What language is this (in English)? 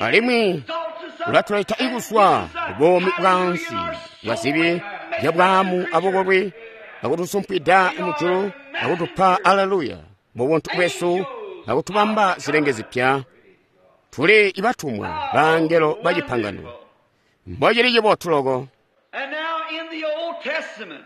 Tonga (Zambia)